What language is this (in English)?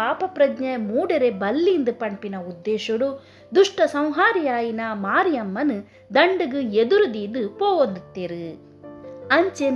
Tulu